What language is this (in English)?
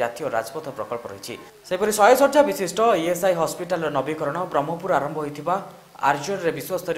Odia